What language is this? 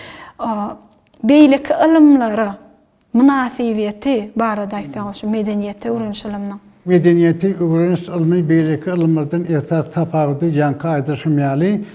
Turkmen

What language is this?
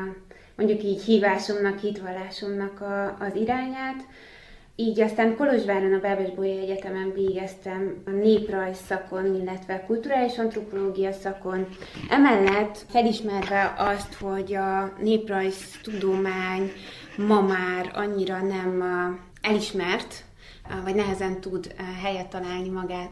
Hungarian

